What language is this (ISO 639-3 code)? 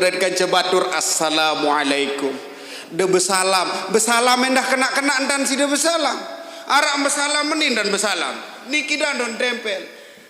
sas